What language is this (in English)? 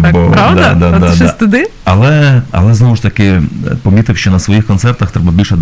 Ukrainian